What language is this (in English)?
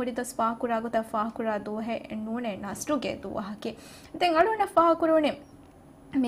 Divehi